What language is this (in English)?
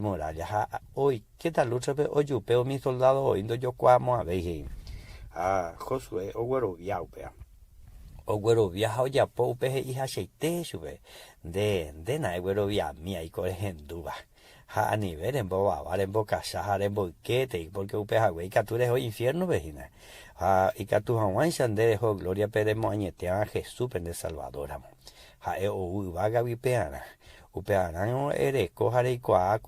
Guarani